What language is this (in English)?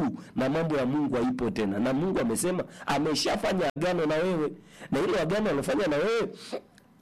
Swahili